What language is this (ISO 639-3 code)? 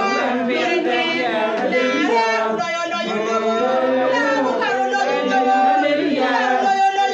ach